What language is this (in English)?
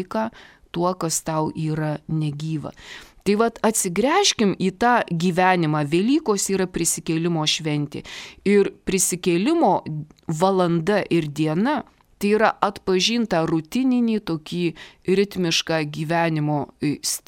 Lithuanian